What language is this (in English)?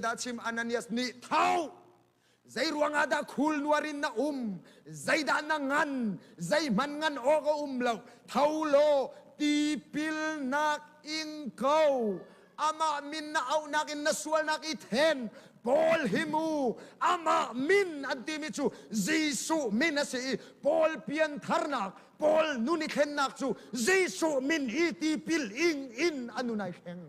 Hakha Chin